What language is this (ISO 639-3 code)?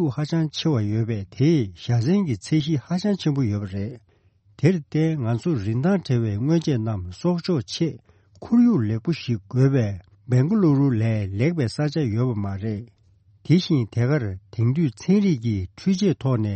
bod